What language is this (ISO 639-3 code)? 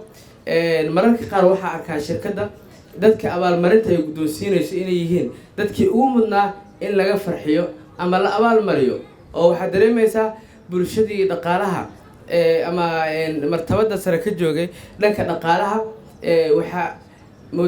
som